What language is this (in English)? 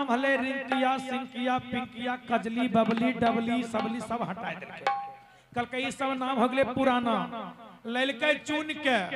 Magahi